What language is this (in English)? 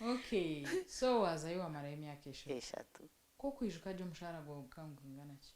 Nyankole